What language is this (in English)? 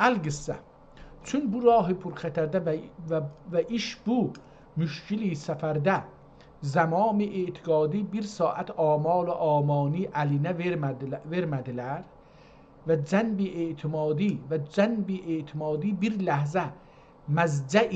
South Azerbaijani